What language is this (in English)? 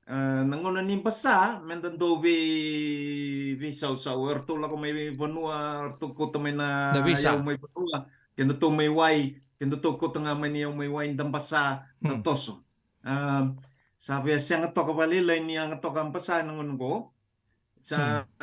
Fijian